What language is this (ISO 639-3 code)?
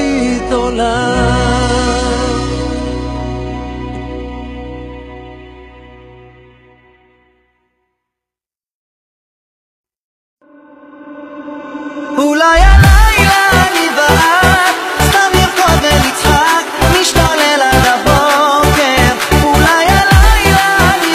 heb